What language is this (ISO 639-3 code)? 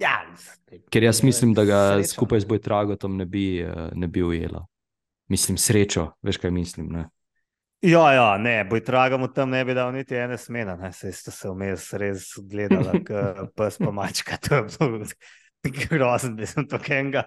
slv